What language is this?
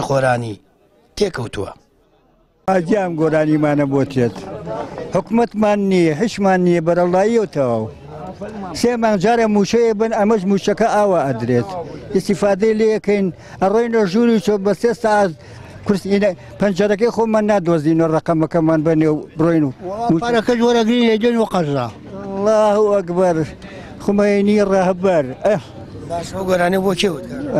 Central Kurdish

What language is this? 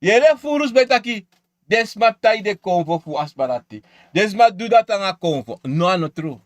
Sranan Tongo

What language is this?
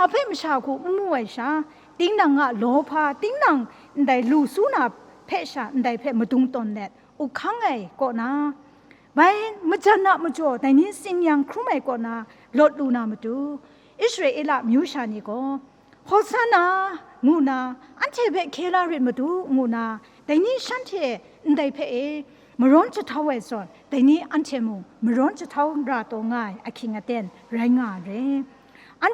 Kachin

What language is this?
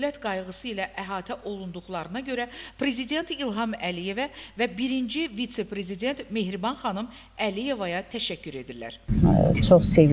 Azerbaijani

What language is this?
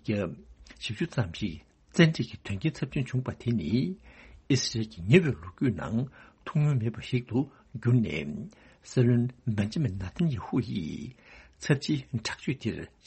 Tibetan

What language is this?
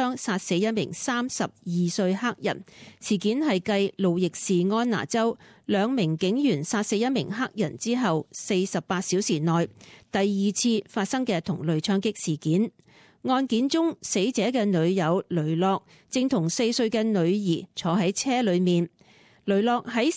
Cantonese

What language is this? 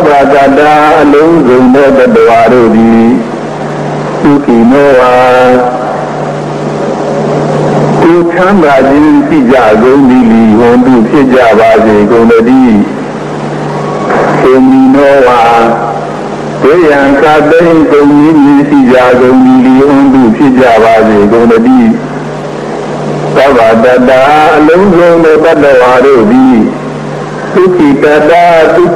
Burmese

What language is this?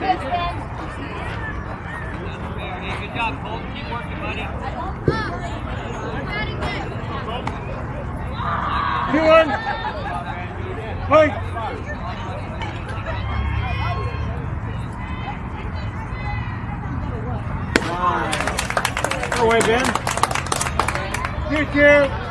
English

